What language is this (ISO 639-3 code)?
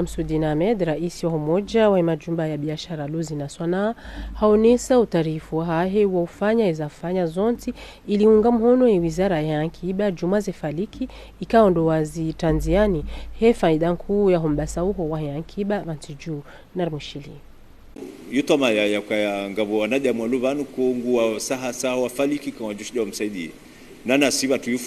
zdj